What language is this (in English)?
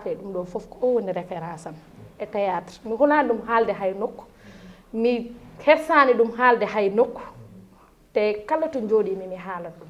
Fula